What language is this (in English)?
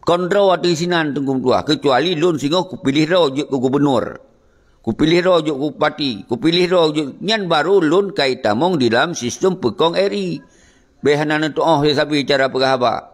Achinese